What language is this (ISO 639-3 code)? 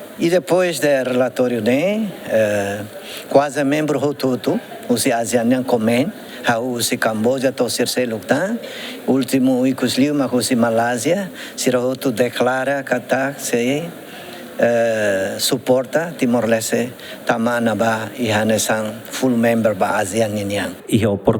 tet